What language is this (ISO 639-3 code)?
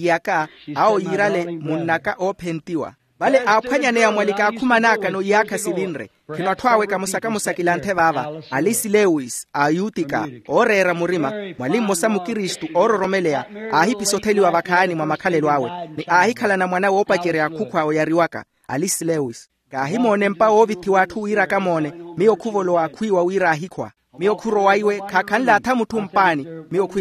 vmw